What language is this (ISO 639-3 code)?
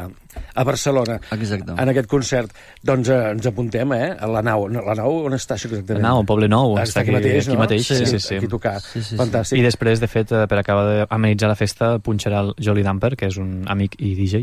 cat